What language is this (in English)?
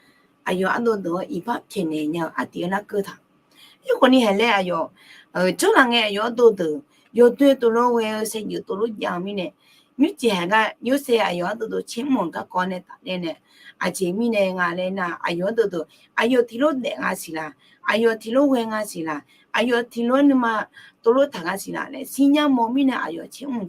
Akha